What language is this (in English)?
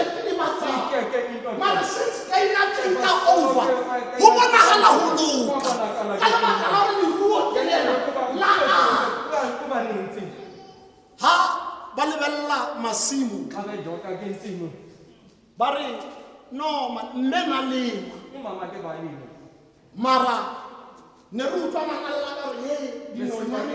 Tswana